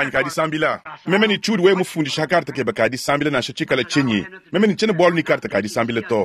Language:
Luba-Lulua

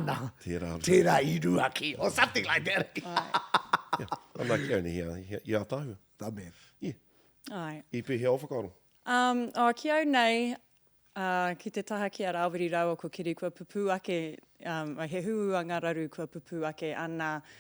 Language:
Māori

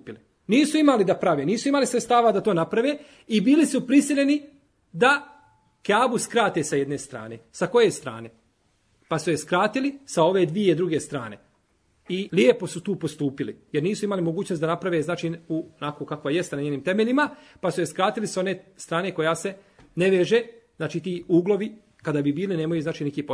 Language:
Bosnian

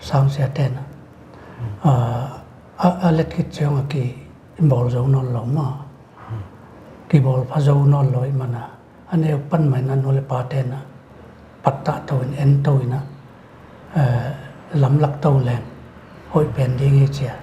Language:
Paite Chin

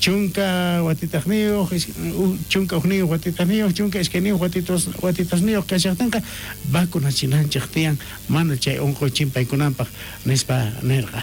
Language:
South Bolivian Quechua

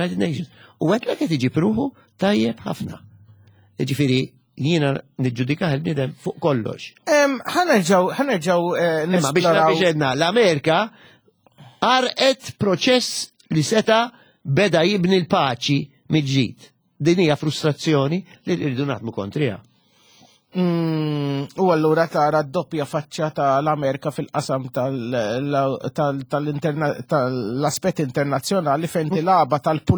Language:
Maltese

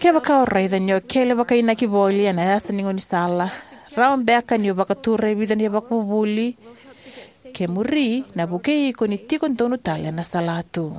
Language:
Fijian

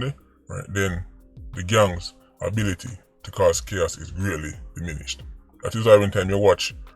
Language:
Jamaican Creole English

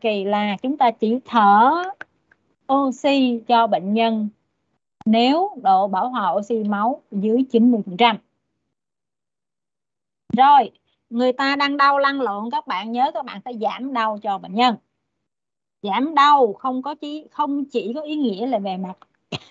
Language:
Vietnamese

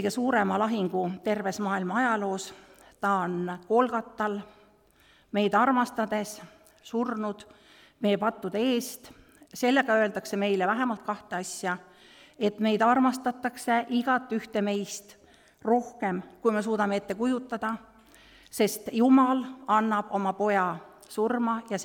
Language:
Estonian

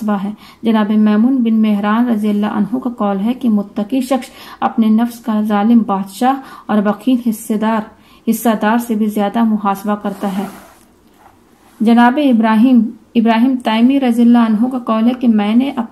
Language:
Urdu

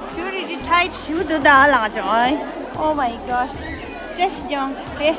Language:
Tibetan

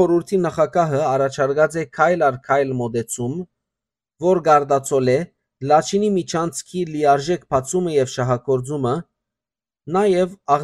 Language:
Western Armenian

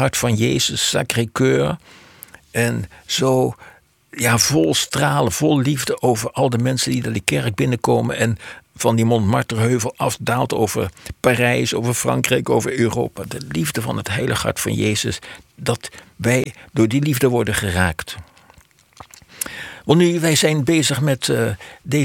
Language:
Dutch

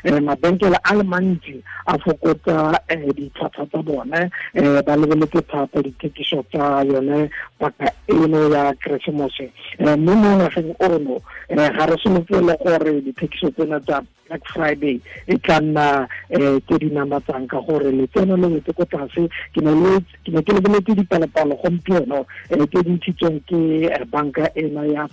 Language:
Tswana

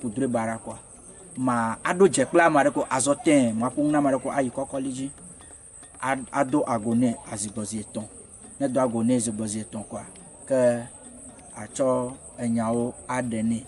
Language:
Ewe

